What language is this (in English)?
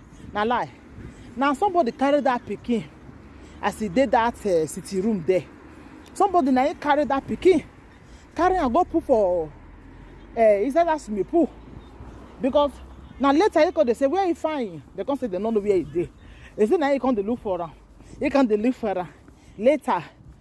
Nigerian Pidgin